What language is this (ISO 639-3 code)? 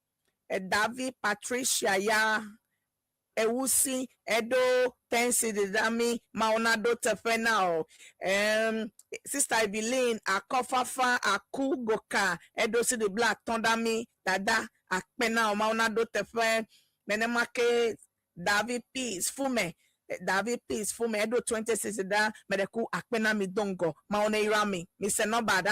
ewe